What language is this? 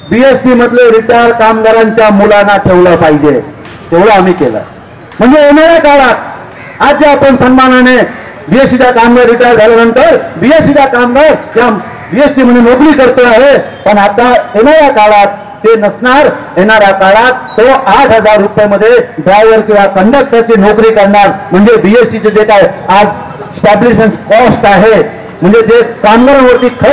Marathi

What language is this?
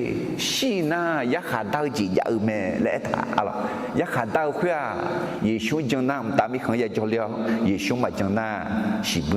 Akha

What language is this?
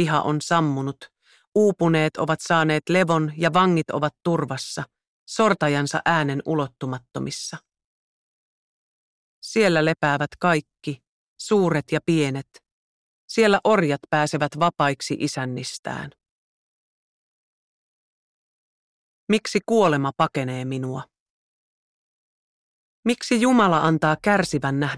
Finnish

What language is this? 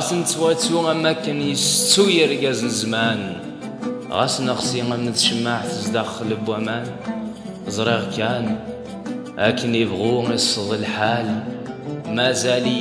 Kabyle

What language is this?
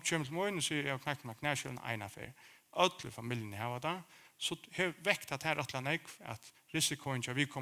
Faroese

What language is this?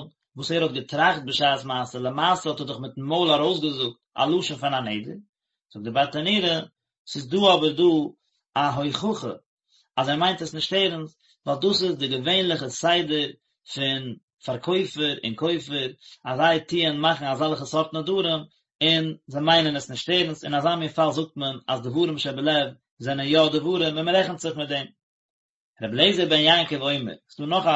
Yiddish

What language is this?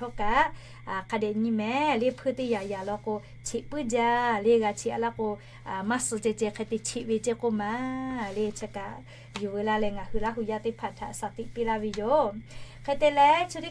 Lahu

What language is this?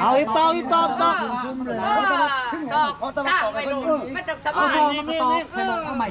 Lao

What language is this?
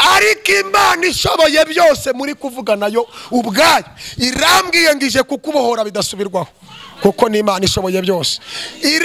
Kinyarwanda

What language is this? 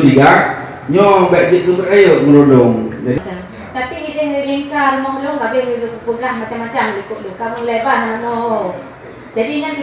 Achinese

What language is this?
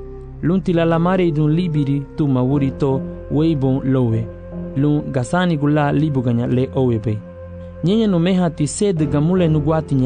Garifuna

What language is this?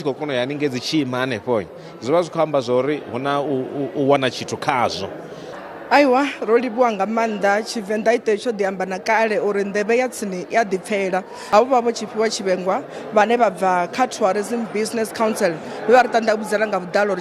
Venda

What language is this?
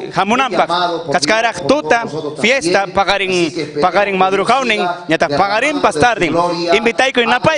Ayacucho Quechua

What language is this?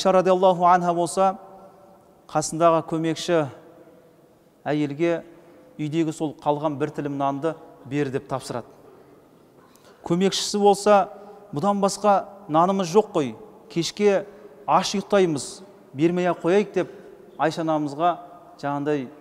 Kazakh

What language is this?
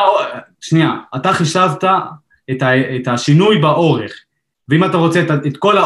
Hebrew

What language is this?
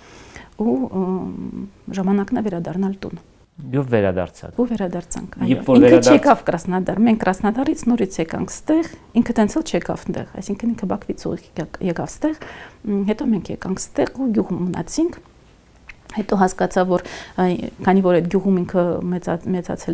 Armenian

